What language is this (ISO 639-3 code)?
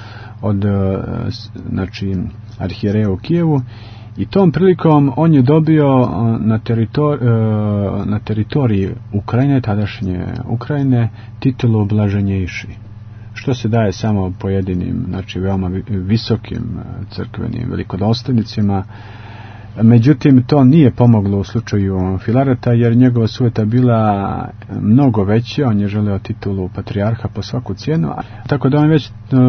srp